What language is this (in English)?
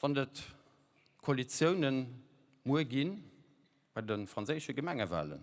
Luxembourgish